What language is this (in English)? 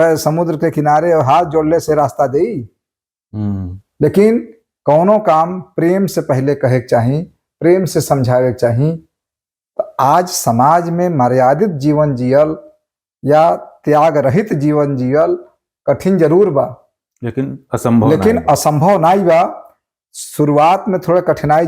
Bhojpuri